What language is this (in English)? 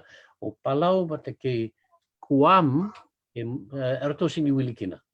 Fijian